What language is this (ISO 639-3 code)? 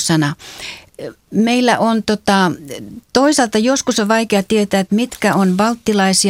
fin